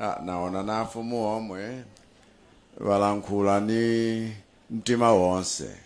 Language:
Nyanja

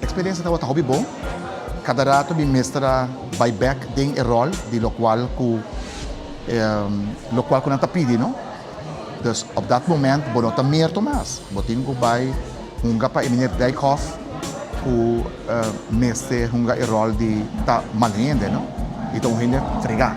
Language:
Papiamento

